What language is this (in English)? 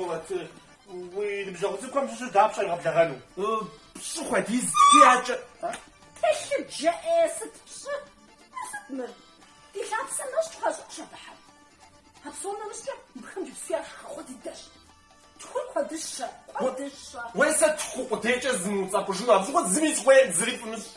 Kabardian